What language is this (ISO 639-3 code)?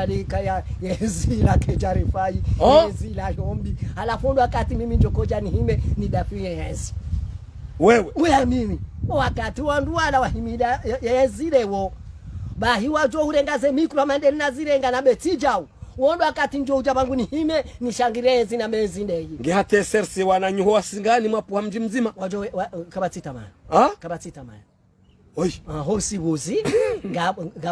zdj